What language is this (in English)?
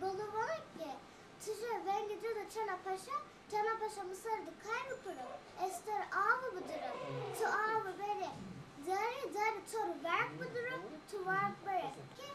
Zaza